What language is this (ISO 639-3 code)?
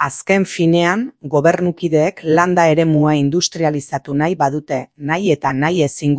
eus